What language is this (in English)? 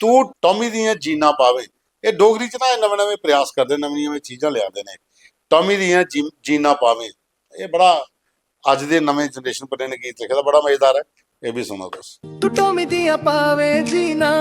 Dogri